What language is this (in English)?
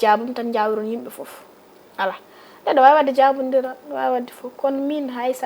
Fula